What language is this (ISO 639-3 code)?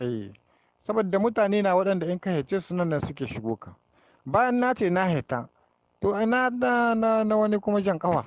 hau